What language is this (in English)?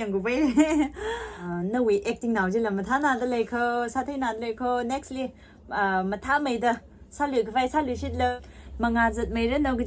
Tangkhul Naga (India)